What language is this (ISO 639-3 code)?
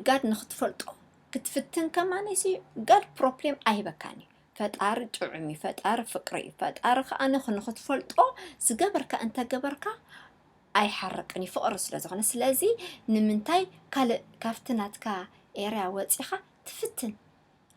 tir